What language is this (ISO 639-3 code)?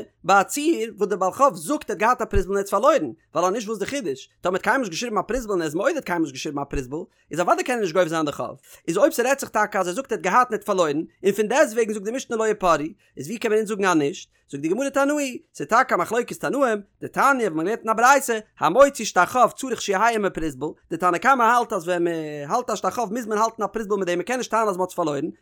yid